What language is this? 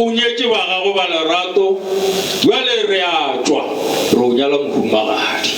Northern Sotho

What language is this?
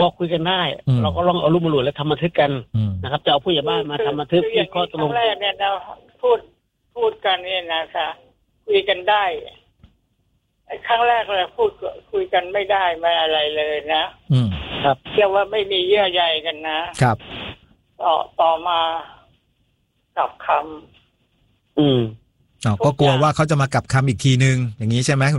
Thai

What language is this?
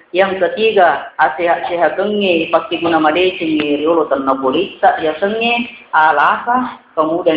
Buginese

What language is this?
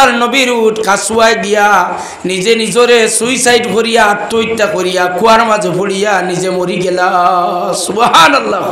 Sylheti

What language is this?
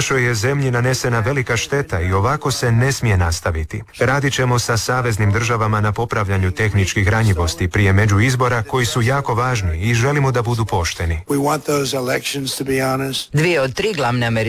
Croatian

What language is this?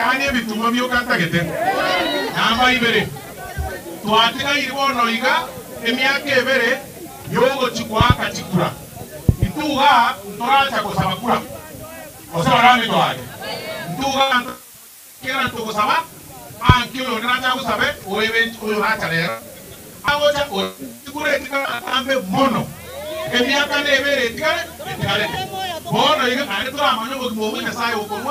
Gusii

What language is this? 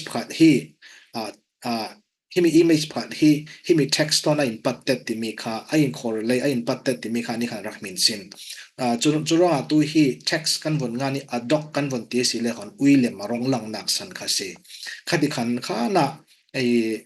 Falam Chin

